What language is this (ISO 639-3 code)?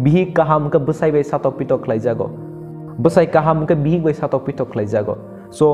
trp